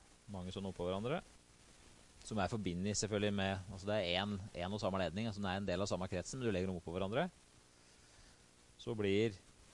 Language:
Norwegian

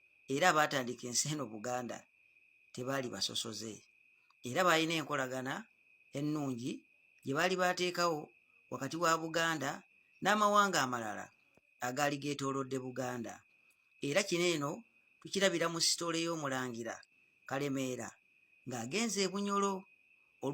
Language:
Ganda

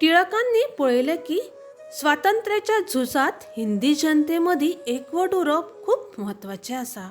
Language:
Konkani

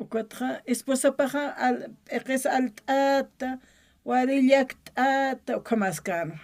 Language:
Aymara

